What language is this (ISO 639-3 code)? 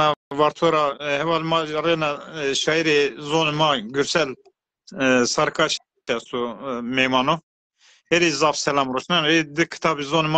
zza